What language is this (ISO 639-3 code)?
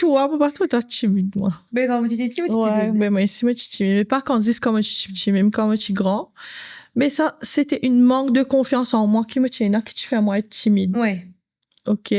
mfe